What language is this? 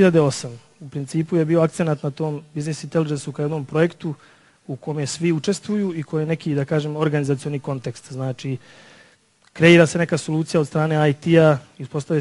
Serbian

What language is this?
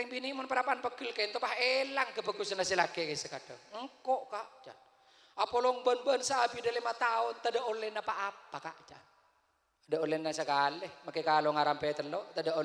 Madurese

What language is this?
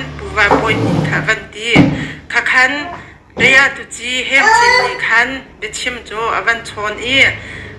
Hakha Chin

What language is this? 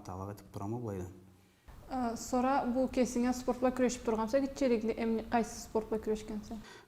Karachay-Balkar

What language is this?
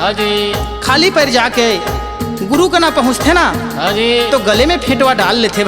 Chhattisgarhi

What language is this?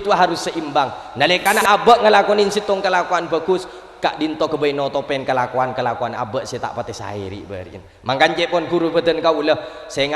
Madurese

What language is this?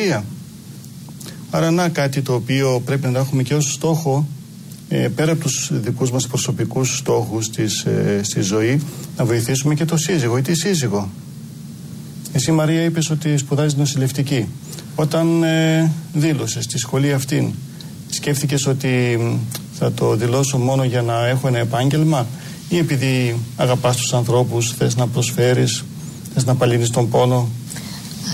Greek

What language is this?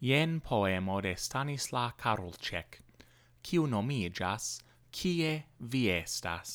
Esperanto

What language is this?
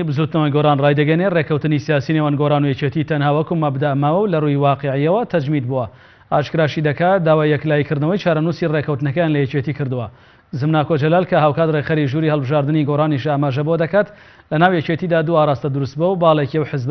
Central Kurdish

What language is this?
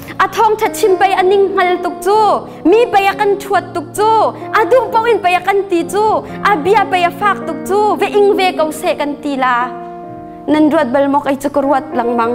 Hakha Chin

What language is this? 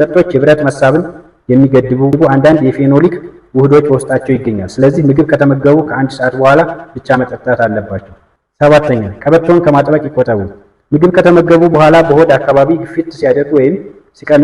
Amharic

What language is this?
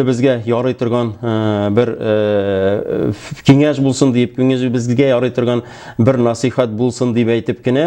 Tatar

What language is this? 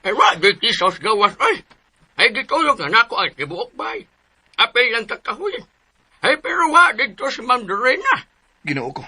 Cebuano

